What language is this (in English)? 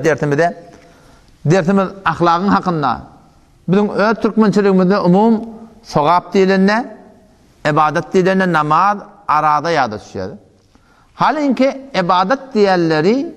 Turkmen